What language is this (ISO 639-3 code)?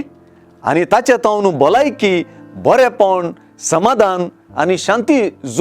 kok